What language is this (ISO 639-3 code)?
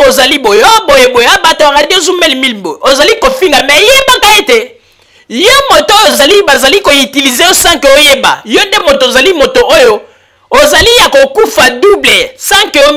lin